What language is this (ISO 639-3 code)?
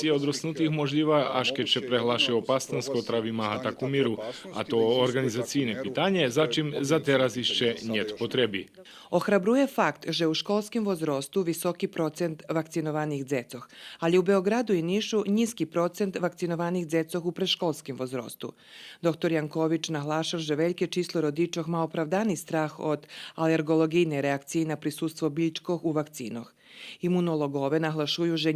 rue